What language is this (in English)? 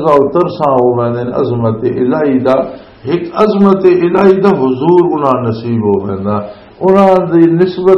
Western Panjabi